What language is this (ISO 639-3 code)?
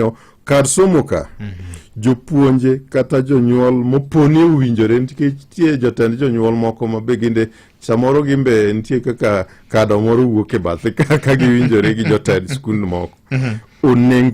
luo